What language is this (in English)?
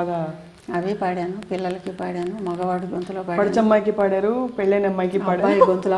Telugu